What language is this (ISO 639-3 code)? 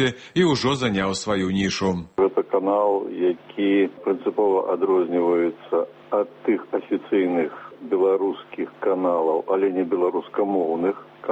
bel